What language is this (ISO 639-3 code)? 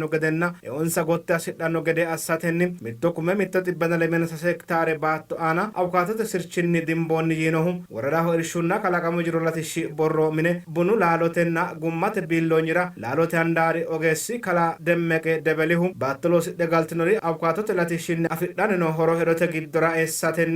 sid